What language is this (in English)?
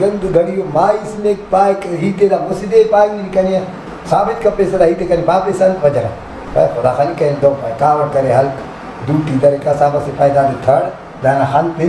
Brahui